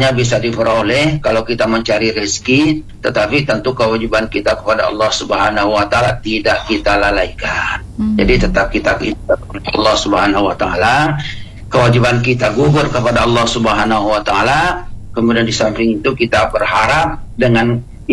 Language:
Indonesian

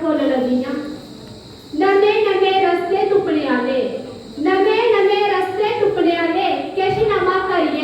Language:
Dogri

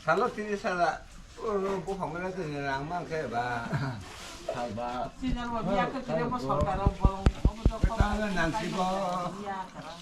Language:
Kok Borok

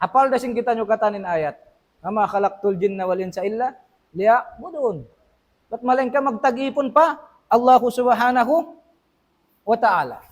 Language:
Tausug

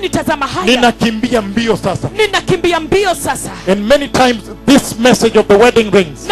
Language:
Swahili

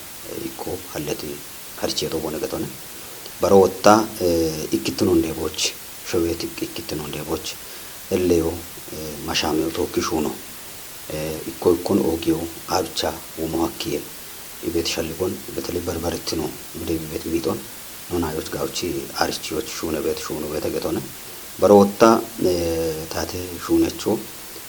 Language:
Kafa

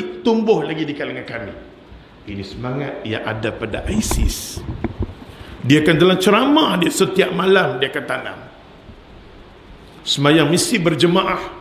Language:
Malay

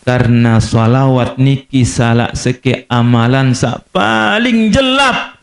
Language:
Sasak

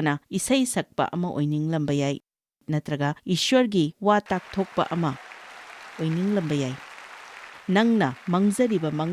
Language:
Manipuri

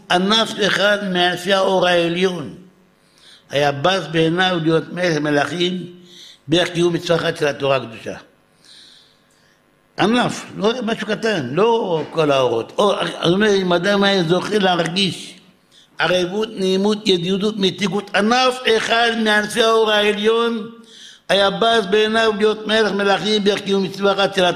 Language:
Hebrew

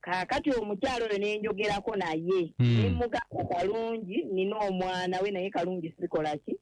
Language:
Ganda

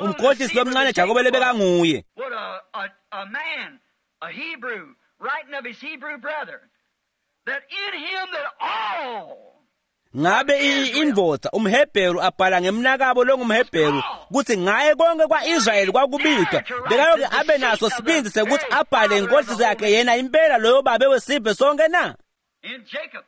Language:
Swati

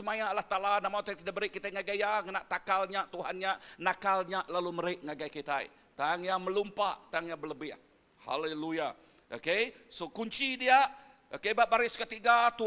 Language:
Iban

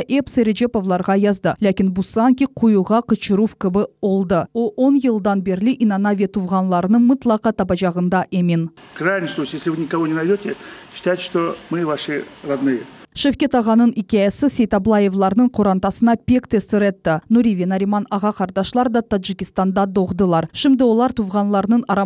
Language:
Crimean Tatar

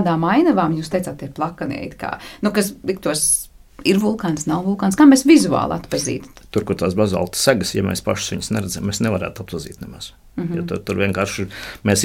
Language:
Latvian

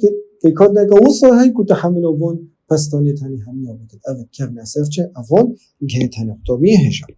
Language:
Kurdish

